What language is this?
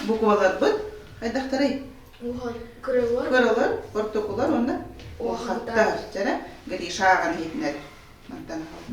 Yakut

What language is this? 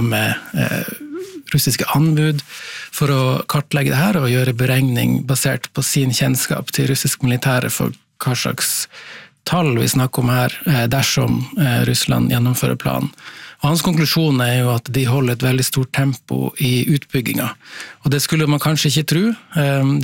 Norwegian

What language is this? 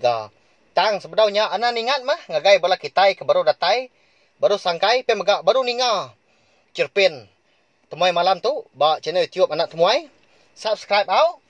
Iban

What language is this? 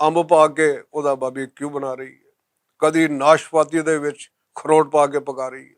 Western Panjabi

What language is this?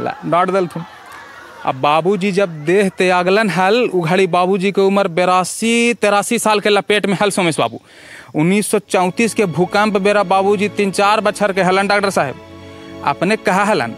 Magahi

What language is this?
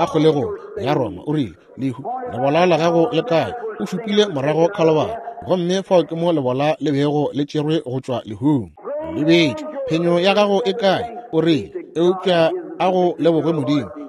Northern Sotho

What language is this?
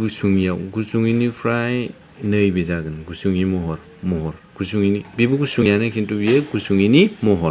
Bodo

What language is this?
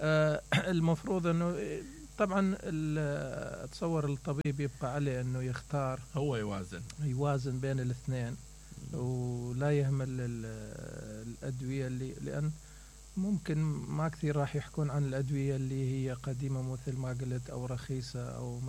Mesopotamian Arabic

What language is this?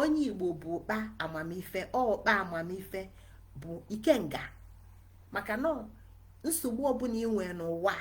Igbo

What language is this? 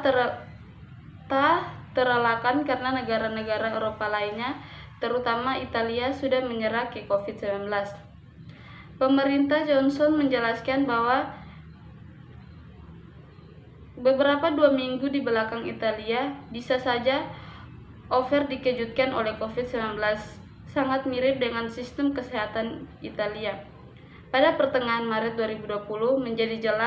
Indonesian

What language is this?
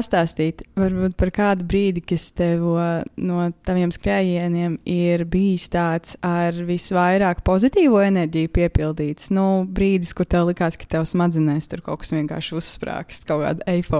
Latvian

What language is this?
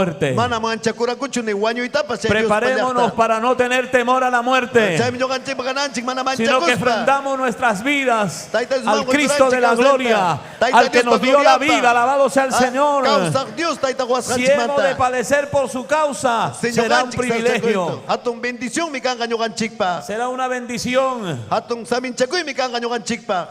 Ayacucho Quechua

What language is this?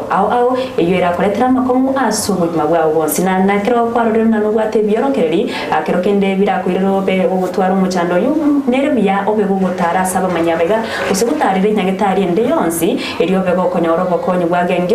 Gusii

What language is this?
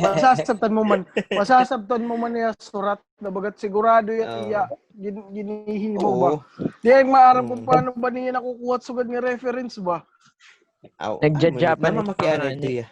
Waray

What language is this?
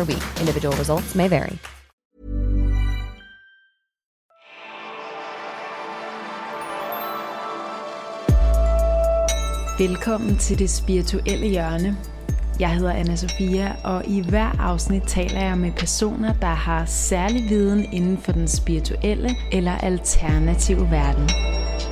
Danish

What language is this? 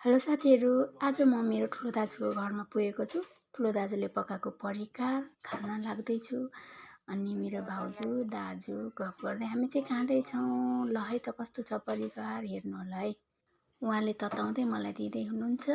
Nepali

